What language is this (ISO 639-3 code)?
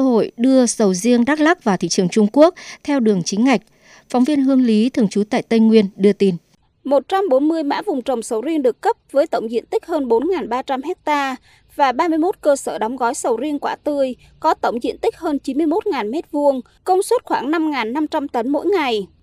vie